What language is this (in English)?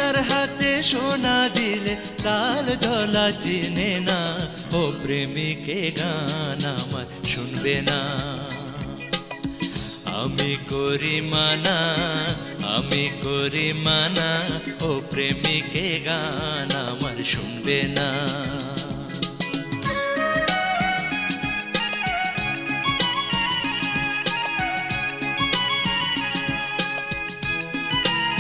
Bangla